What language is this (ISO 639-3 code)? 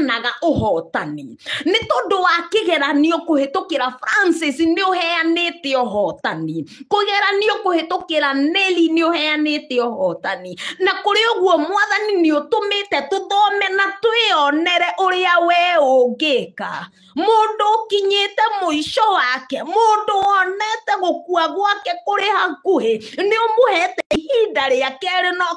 kik